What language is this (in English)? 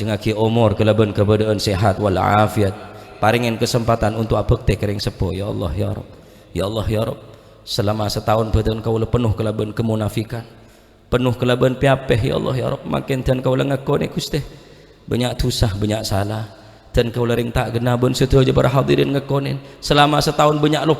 Madurese